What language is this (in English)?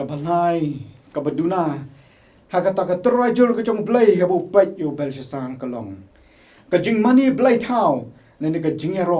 Khasi